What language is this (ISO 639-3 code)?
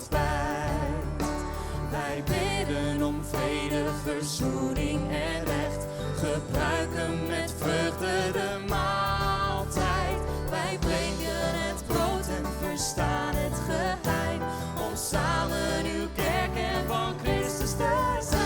fry